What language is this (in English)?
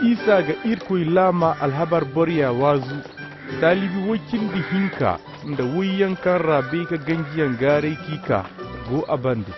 Koyraboro Senni